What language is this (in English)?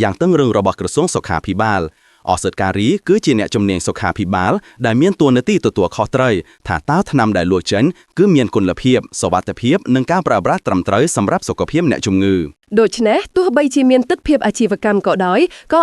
Khmer